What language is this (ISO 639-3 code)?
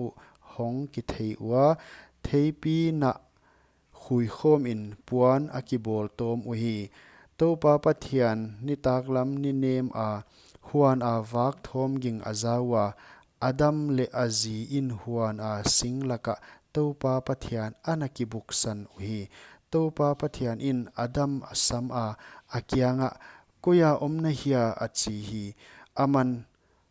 pck